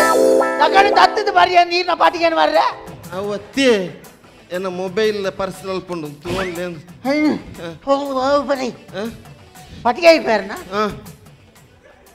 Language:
Kannada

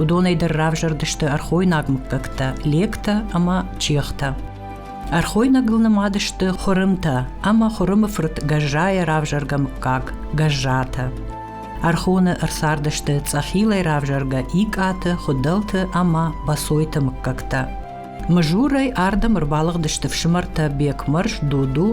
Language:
Ossetic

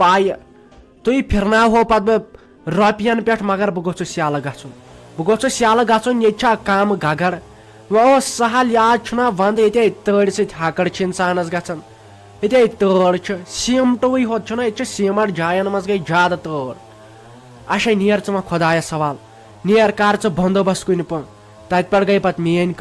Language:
Kashmiri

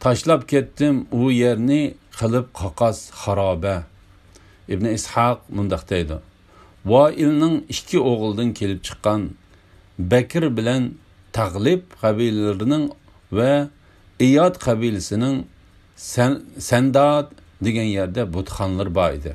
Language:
Uyghur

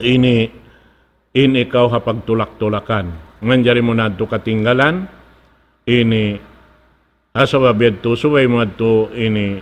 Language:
Tausug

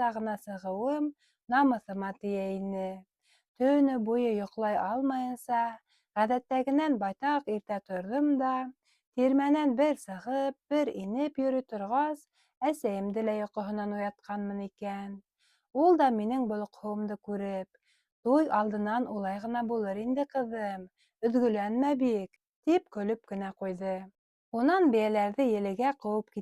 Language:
Bashkir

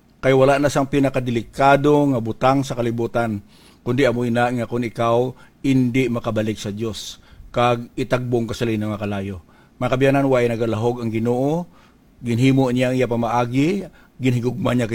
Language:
Hiligaynon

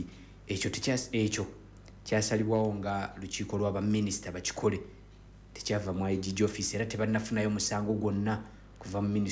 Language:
Ganda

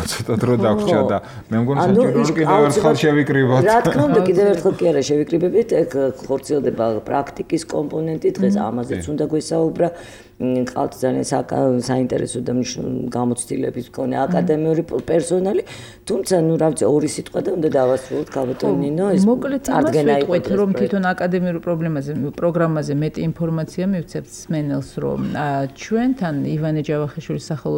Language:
Georgian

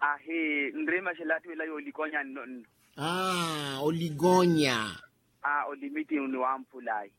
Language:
Makhuwa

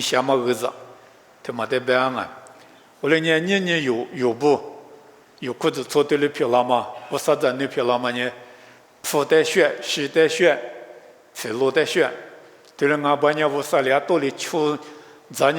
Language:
Lisu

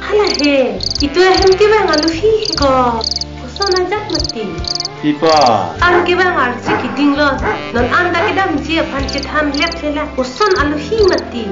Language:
Karbi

